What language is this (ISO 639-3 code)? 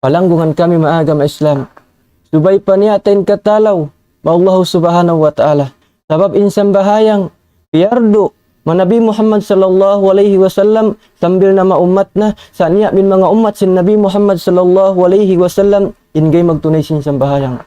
tsg